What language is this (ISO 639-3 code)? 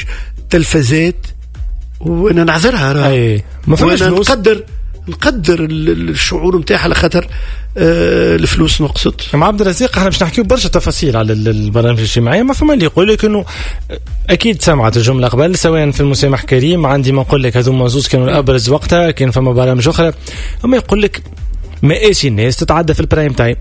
aeb